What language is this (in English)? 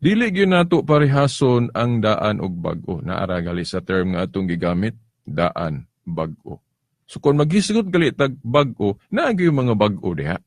Cebuano